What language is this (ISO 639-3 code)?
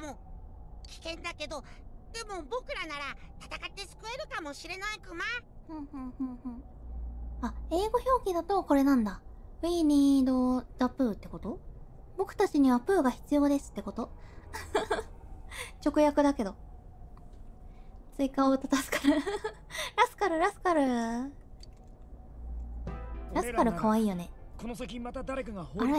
jpn